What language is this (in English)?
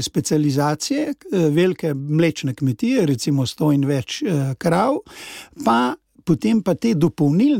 Slovenian